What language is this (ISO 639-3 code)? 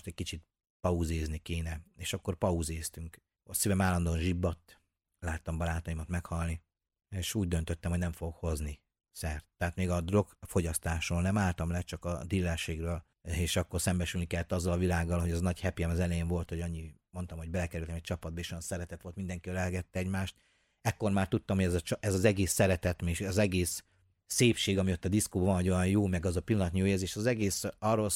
hun